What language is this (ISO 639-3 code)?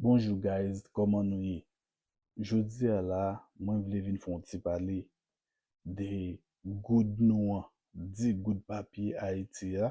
hat